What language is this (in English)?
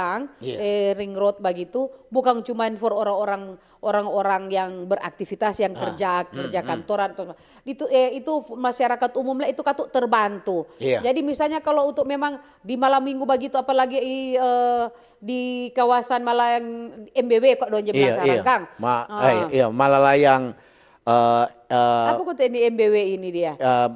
Manado Malay